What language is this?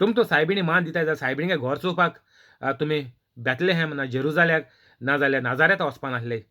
Konkani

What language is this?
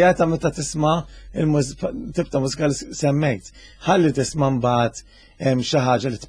Maltese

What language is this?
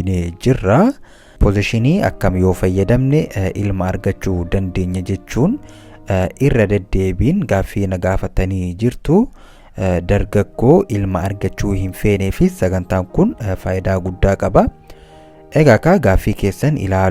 Oromo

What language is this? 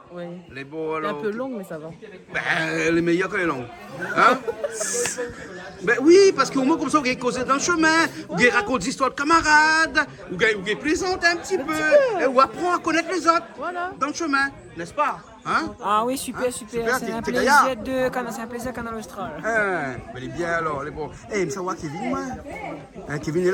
Réunion Creole French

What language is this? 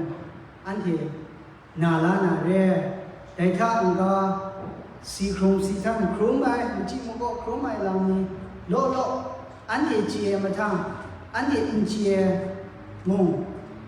Kachin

